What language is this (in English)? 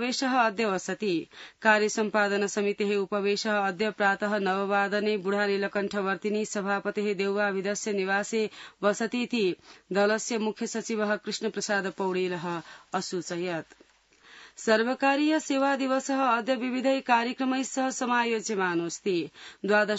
Sanskrit